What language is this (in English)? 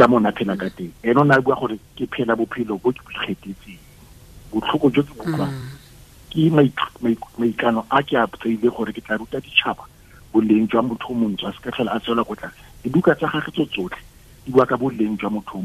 Tswana